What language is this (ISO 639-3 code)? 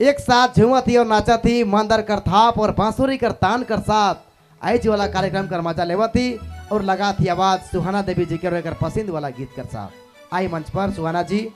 sck